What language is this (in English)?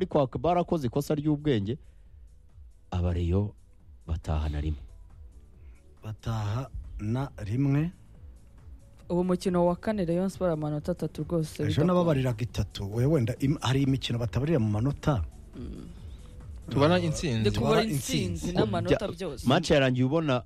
Kinyarwanda